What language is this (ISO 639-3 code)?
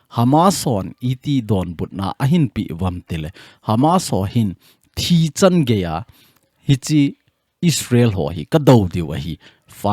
tcz